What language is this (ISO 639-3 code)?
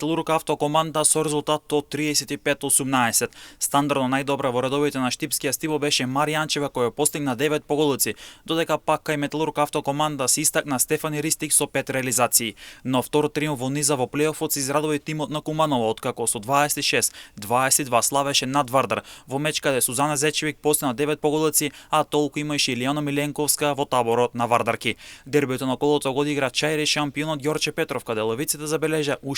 mkd